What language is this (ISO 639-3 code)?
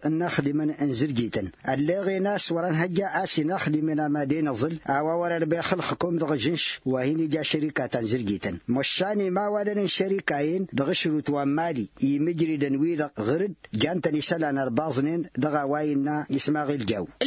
taq